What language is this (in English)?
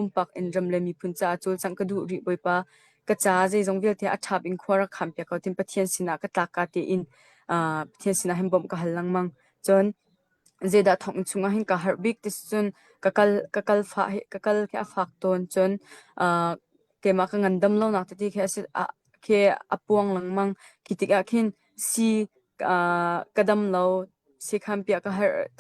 Hakha Chin